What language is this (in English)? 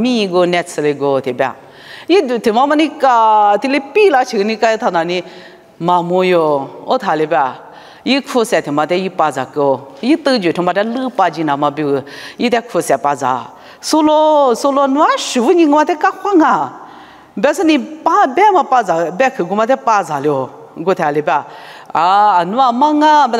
Lisu